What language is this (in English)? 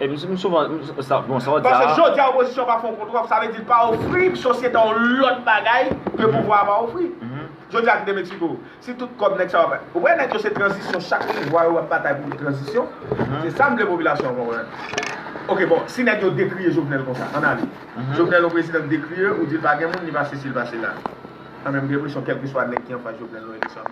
Haitian Creole